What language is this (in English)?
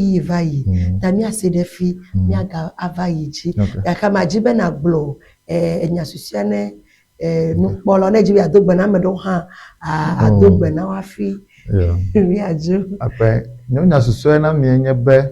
Ewe